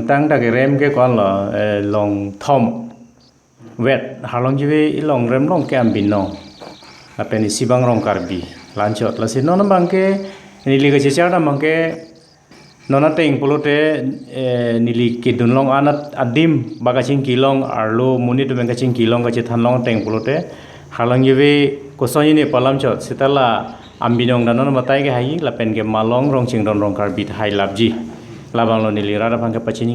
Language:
Karbi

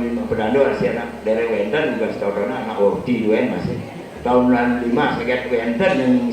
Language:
Balinese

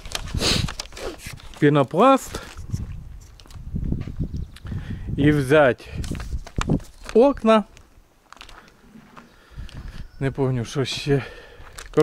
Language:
Ukrainian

